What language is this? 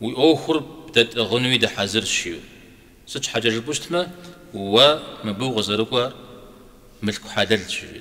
Kabardian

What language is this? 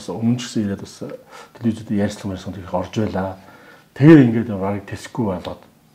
Mongolian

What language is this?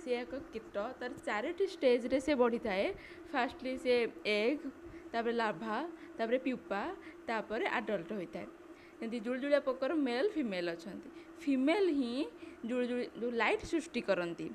Odia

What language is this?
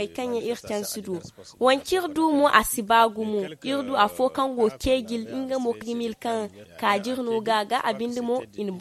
Zarma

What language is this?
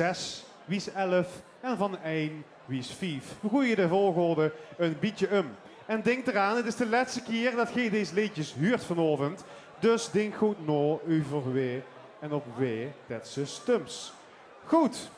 Limburgish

